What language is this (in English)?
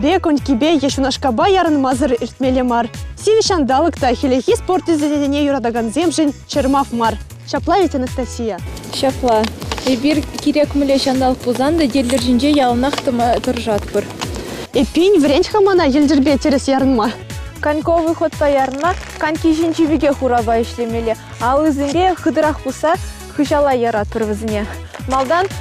Chuvash